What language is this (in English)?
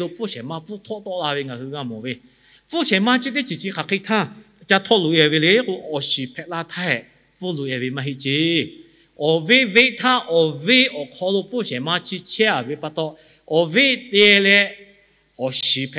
Lahu